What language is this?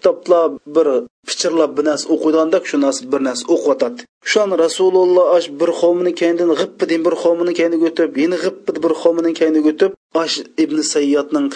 Uyghur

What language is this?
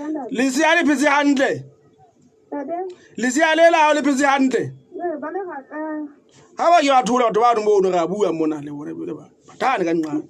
Southern Sotho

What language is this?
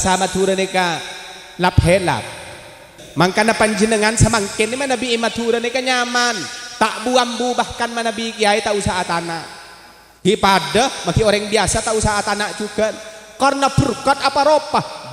Madurese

